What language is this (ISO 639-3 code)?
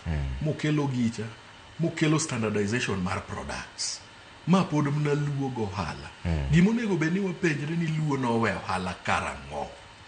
luo